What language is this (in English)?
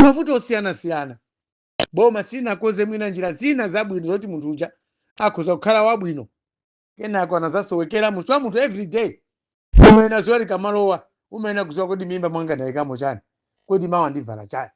Nyanja